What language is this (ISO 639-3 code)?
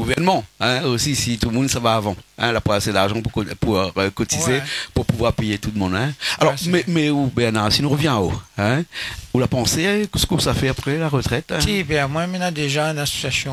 rcf